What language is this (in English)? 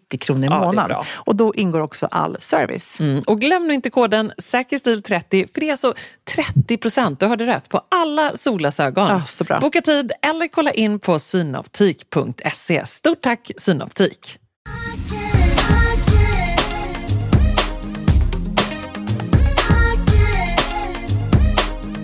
Swedish